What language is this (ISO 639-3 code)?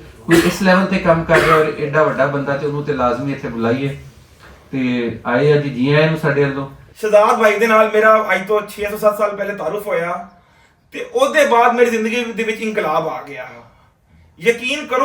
lah